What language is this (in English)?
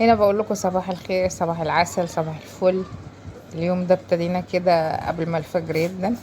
Egyptian Arabic